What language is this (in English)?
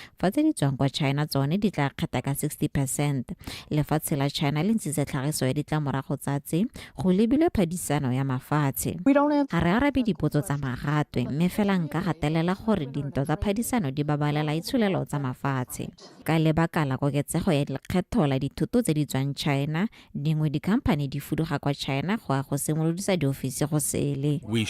Tswana